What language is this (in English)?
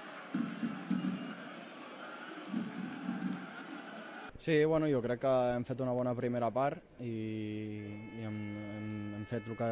Catalan